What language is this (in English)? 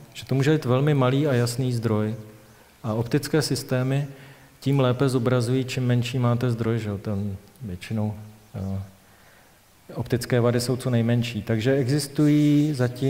Czech